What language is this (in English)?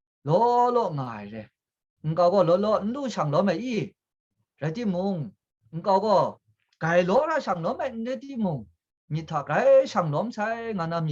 Kachin